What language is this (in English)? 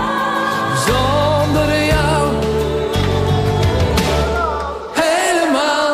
Dutch